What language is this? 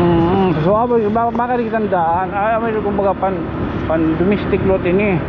Waray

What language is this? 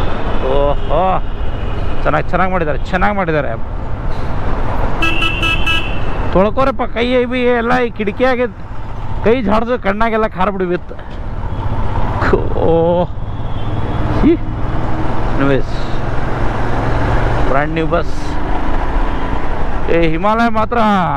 Kannada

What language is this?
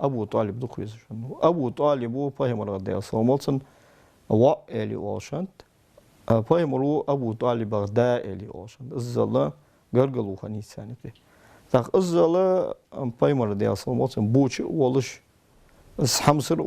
Ingush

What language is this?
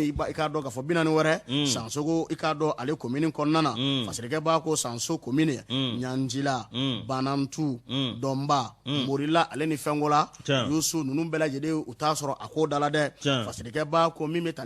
Bambara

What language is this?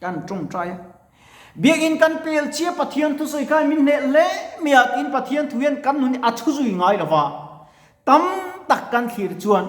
Mizo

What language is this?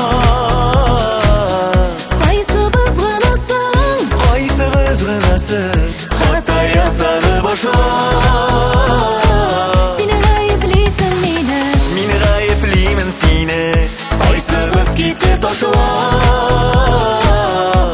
Kazakh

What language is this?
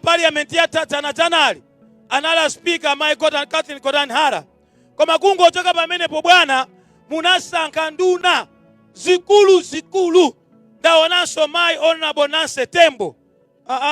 Nyanja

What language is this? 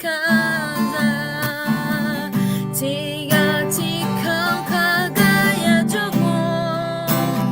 Akha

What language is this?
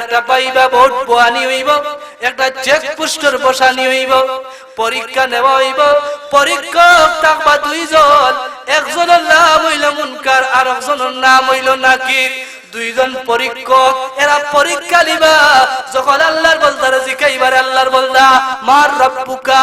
Sylheti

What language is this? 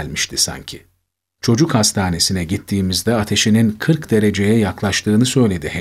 Turkish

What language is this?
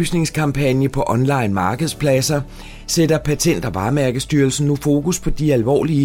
Danish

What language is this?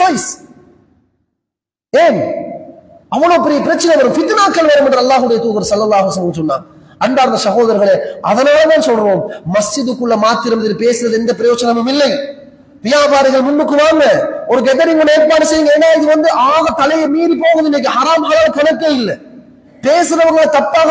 Tamil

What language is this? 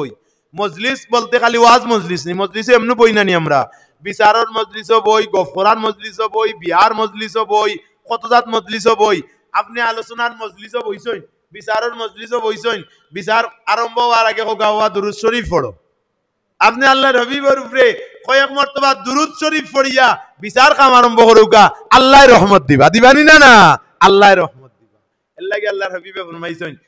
Sylheti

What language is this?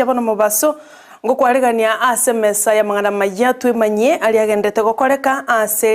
Gusii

